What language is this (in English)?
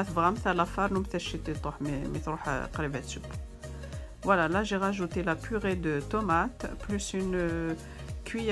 Kabyle